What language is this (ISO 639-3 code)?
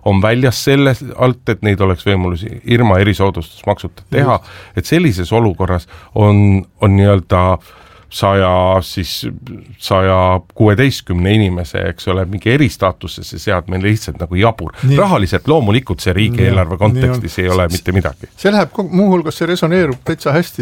est